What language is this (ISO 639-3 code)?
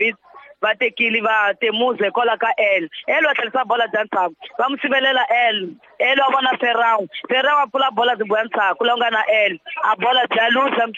tso